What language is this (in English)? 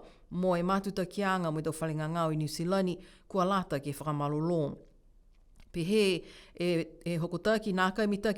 Niuean